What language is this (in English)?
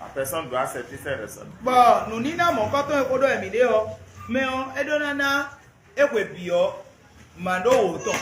Fon